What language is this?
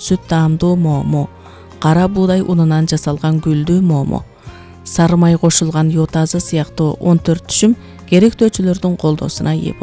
Kyrgyz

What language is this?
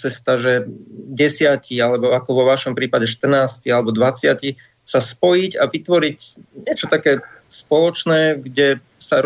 Slovak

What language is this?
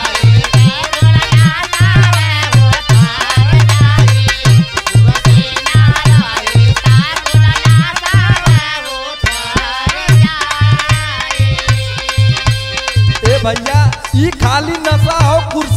Bhojpuri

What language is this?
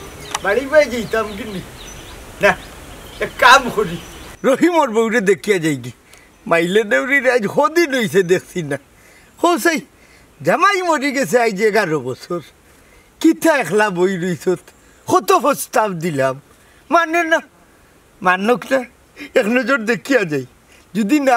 Sylheti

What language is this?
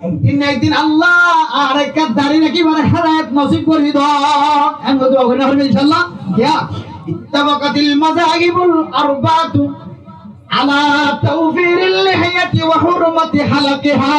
Rohingya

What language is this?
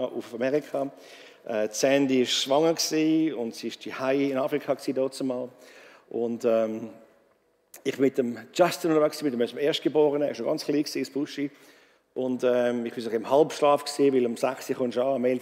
Swiss German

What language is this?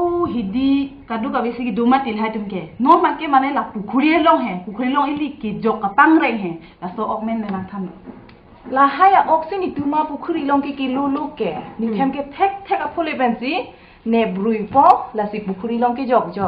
Karbi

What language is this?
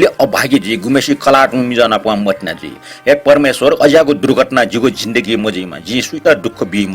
Newari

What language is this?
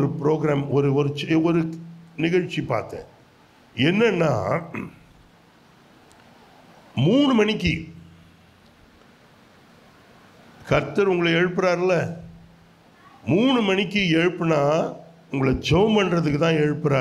Tamil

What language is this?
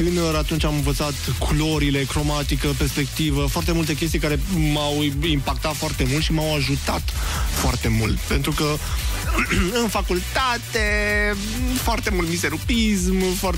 Romanian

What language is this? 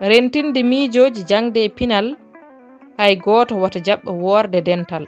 Fula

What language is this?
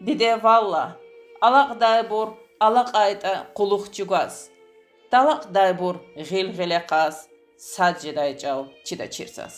Lezghian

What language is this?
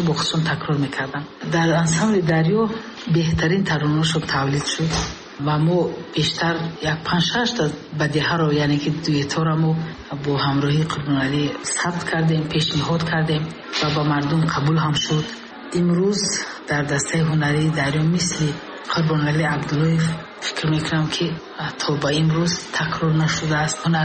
Tajik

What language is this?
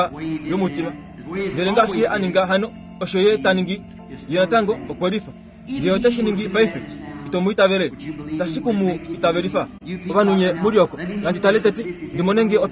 Kuanyama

